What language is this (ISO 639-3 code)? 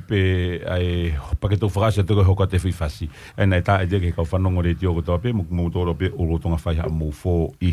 ton